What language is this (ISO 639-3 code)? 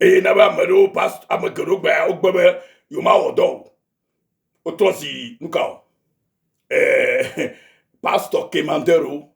ewe